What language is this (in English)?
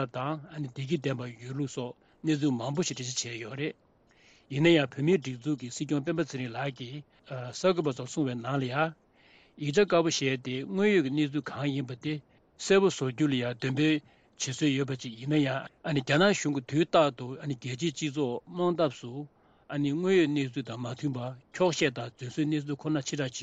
Tibetan